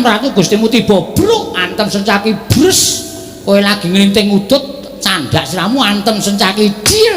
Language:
Javanese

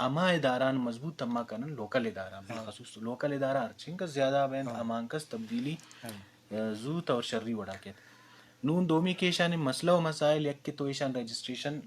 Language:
Eastern Balochi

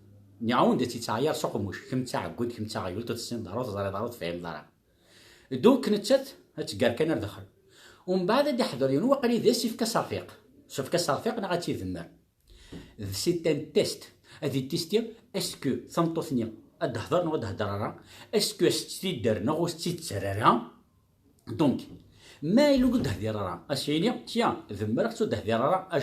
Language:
Kabyle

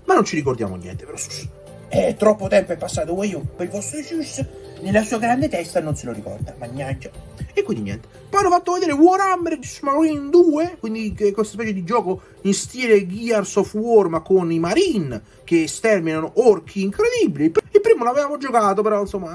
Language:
Italian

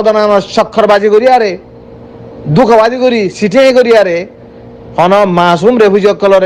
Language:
Rohingya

